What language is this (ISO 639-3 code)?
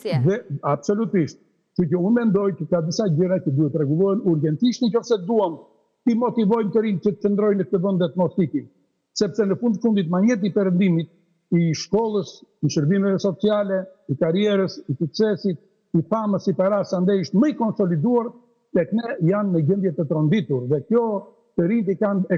sqi